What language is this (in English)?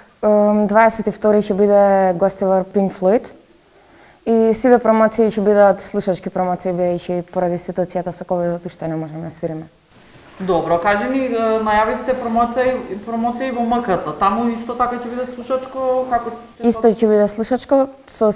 Macedonian